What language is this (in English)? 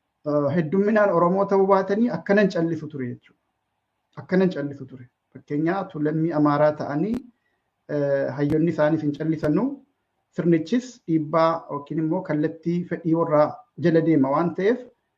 Oromo